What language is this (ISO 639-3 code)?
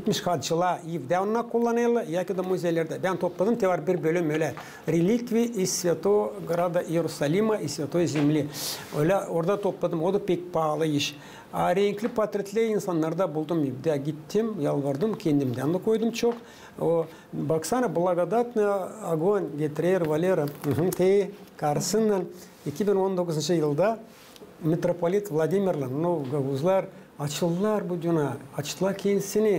gag